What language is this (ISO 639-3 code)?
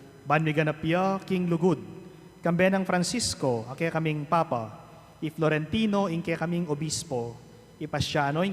pam